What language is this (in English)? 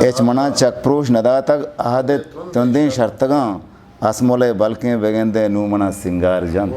Eastern Balochi